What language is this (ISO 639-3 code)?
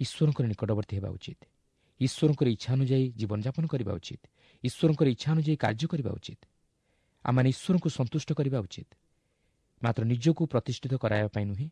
ori